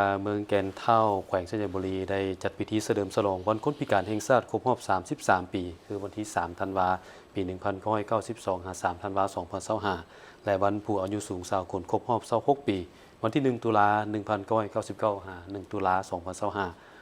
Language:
Lao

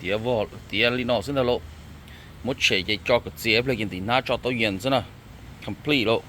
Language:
Hmong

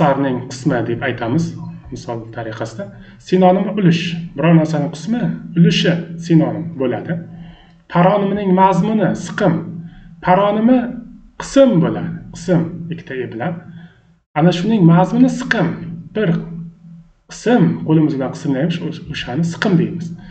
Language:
Uzbek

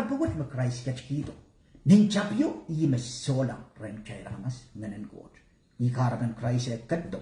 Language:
Pohnpeian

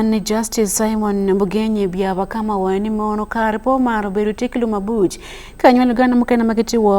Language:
Acoli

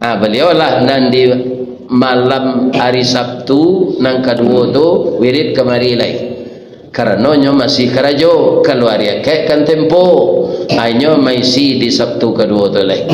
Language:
Minangkabau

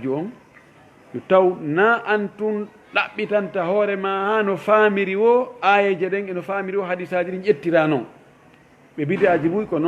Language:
Fula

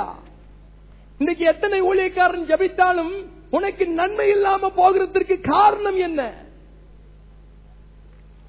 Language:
Tamil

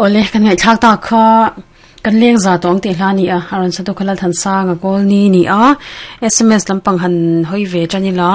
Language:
Mizo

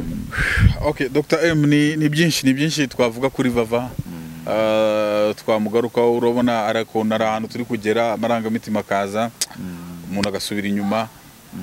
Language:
Kinyarwanda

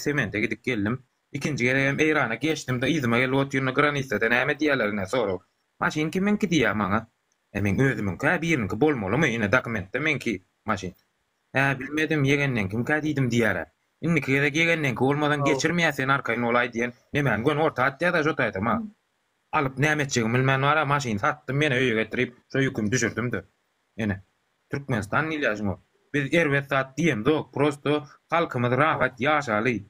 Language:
Turkmen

